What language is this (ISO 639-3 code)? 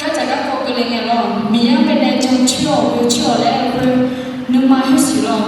ahk